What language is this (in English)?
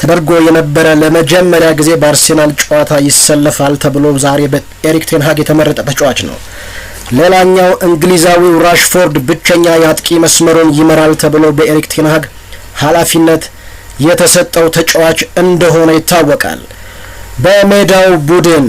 Amharic